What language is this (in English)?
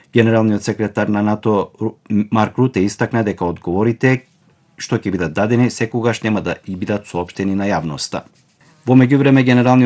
Macedonian